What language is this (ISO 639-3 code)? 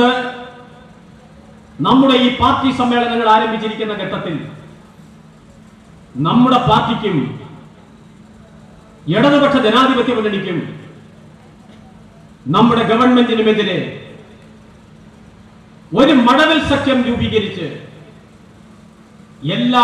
mal